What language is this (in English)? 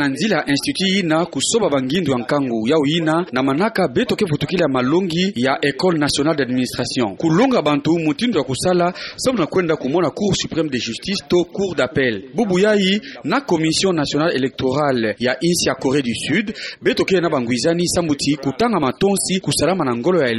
Kituba (Democratic Republic of Congo)